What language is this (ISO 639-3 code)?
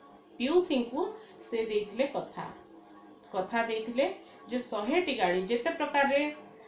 ori